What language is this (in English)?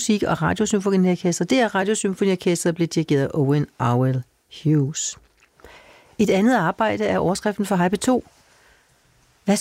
Danish